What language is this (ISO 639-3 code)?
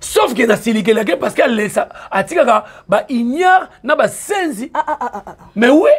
lin